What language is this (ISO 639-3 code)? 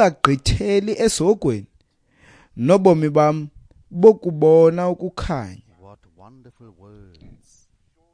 xho